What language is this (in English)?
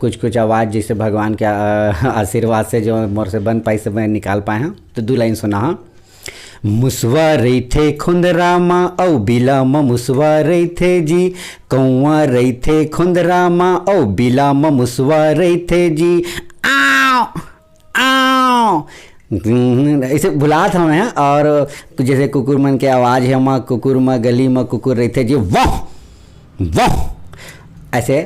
Chhattisgarhi